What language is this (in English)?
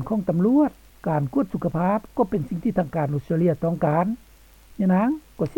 Lao